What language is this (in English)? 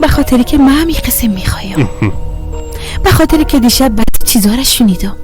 Persian